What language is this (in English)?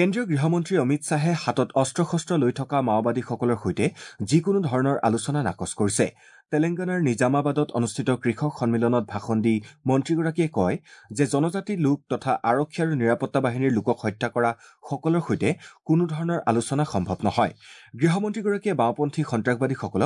Assamese